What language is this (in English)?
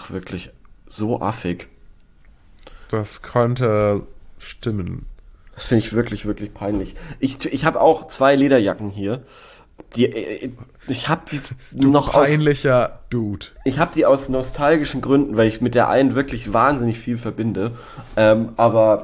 German